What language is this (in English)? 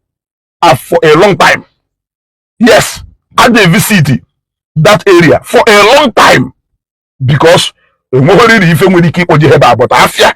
Igbo